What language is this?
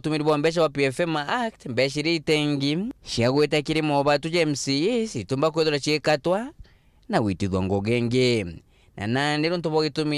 Meru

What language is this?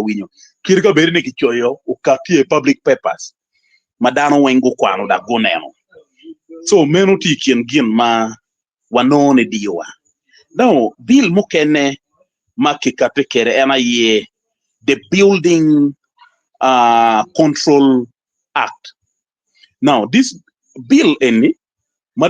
Acoli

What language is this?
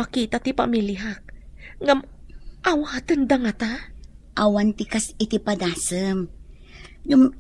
Iloko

